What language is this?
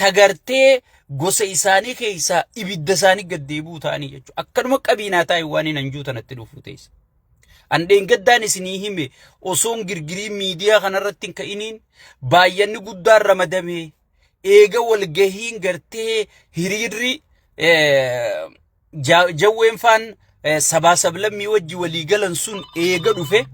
Oromo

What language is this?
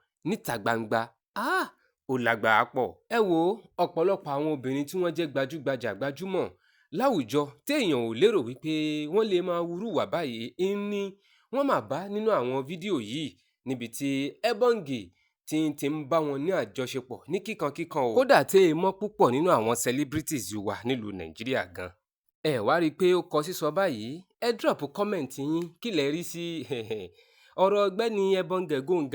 Yoruba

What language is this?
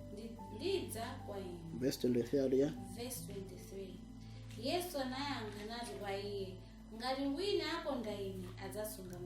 Nyanja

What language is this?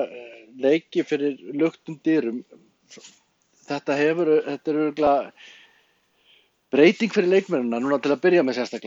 Icelandic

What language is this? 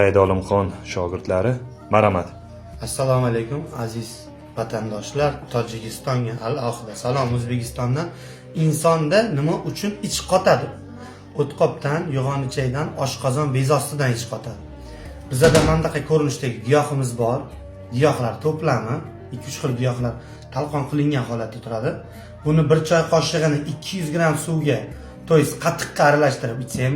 Uzbek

